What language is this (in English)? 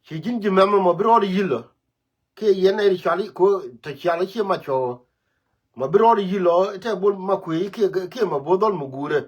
Nuer